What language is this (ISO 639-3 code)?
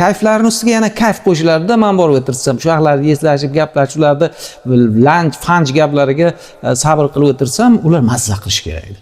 uzb